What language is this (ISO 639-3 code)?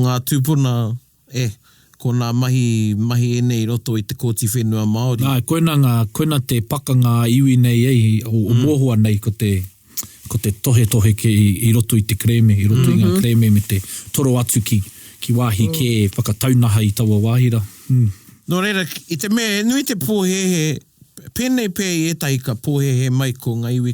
mri